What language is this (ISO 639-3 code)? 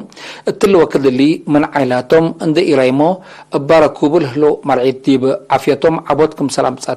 tig